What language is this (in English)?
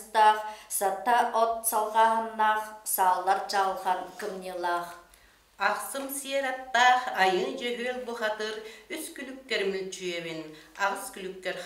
Yakut